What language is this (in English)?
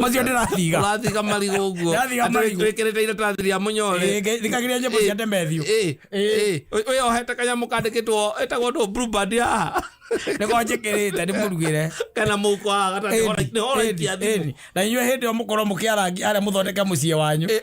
Kikuyu